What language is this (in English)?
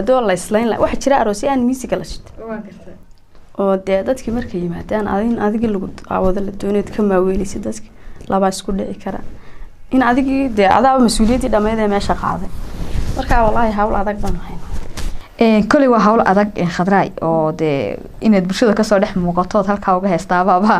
Somali